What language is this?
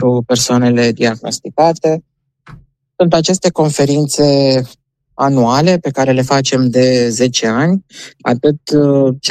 Romanian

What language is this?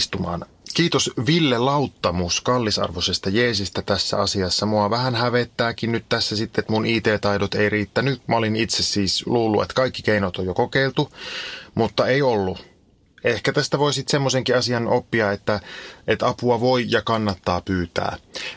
Finnish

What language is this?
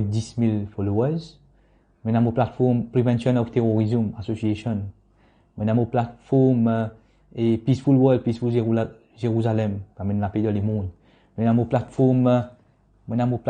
Morisyen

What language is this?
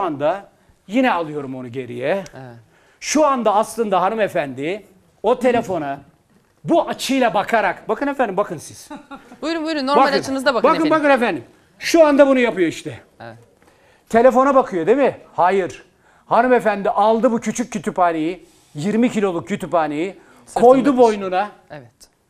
Turkish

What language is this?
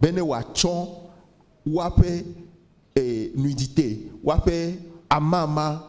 Ewe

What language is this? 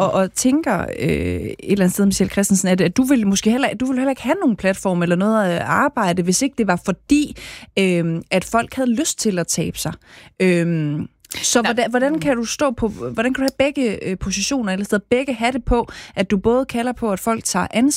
Danish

